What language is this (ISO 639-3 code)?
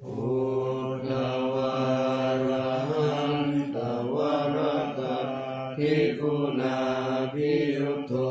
pli